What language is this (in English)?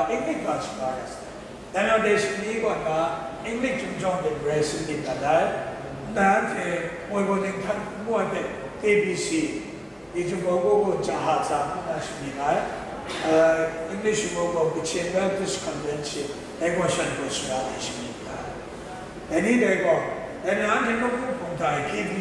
Kachin